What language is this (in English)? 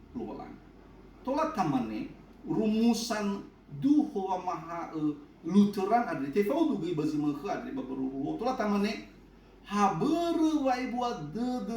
Nias